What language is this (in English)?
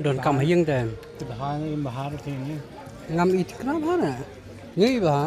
Khasi